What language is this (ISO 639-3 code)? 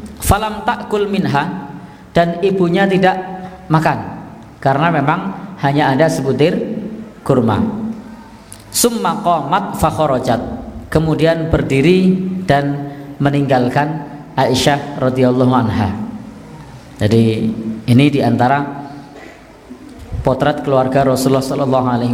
ind